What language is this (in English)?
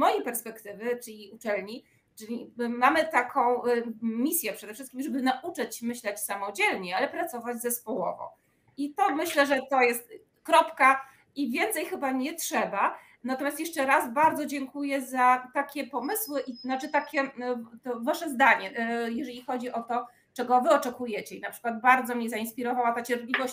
Polish